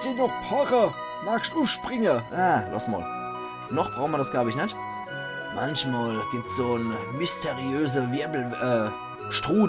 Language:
Palatine German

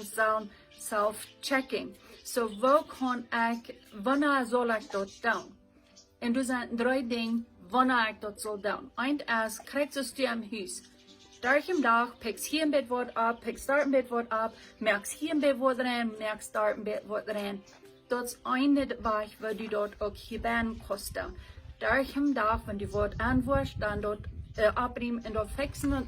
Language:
Plautdietsch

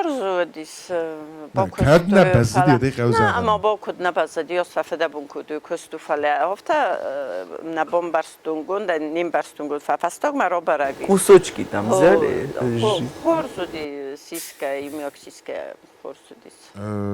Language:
Ossetic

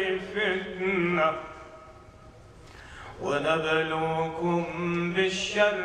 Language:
Arabic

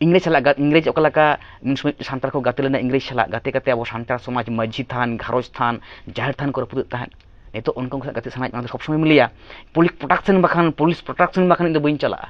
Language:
Santali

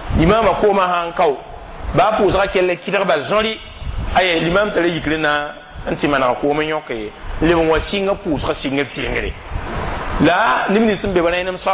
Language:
Mossi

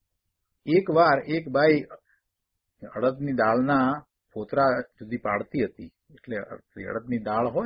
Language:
Gujarati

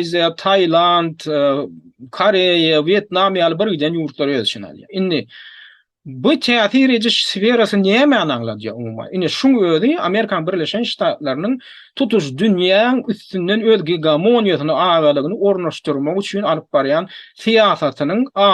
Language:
Turkmen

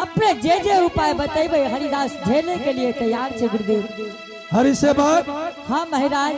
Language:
Angika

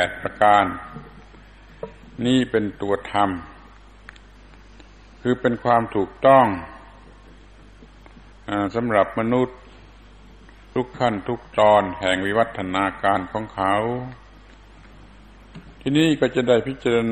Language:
Thai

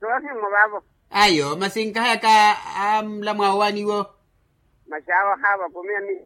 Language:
Makhuwa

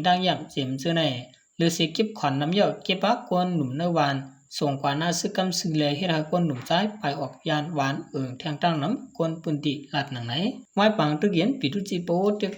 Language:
Shan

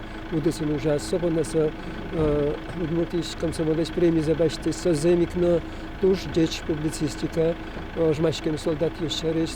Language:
Udmurt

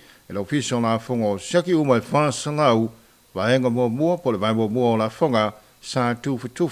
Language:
Samoan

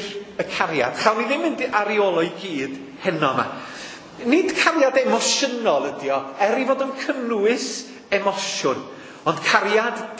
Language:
Welsh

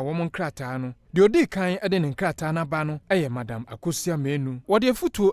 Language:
Akan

